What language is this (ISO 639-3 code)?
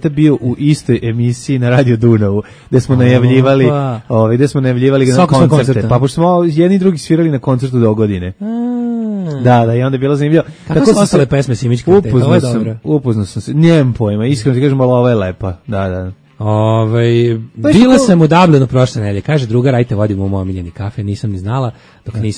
srp